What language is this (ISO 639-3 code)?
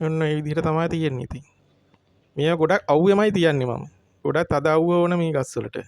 sin